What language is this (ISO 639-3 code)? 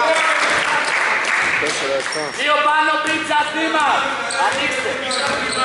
ell